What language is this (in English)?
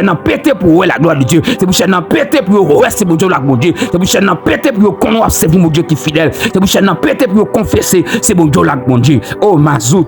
Haitian Creole